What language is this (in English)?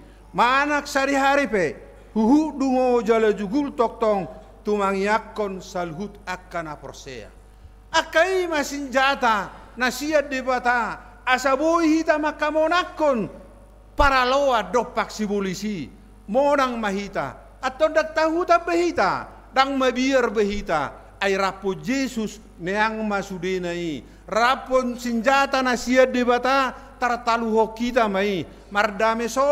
Batak Toba